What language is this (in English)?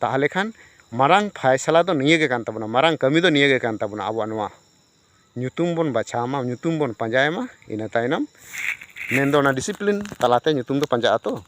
Santali